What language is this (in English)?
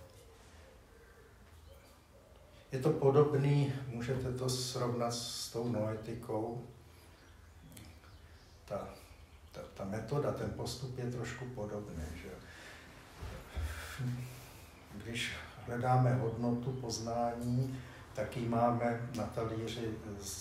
Czech